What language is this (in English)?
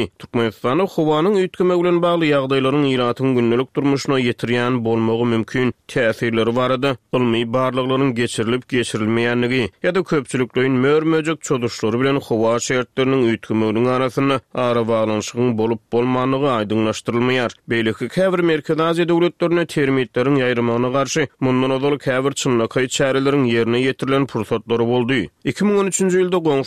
Turkmen